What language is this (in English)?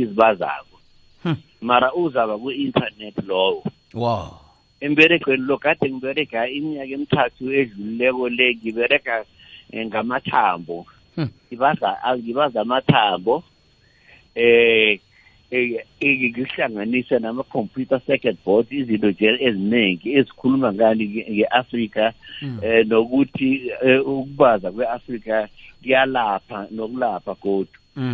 South Ndebele